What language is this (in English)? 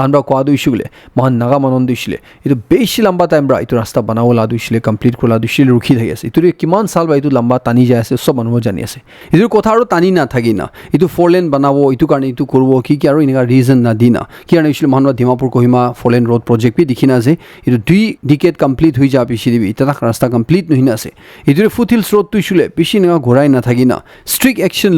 Naga Pidgin